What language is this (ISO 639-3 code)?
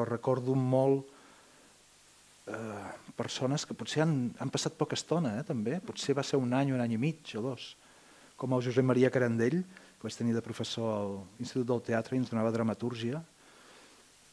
cat